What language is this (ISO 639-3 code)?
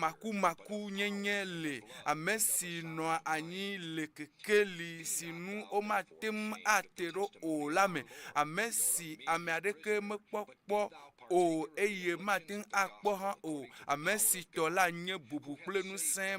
ewe